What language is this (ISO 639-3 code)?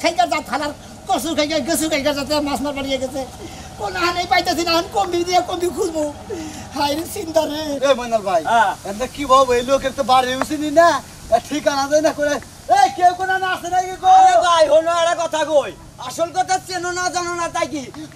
ben